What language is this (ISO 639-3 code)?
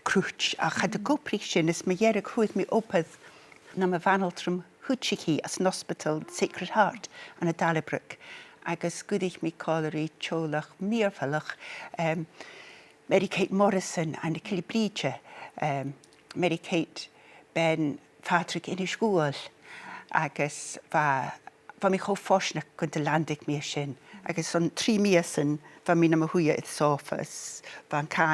gla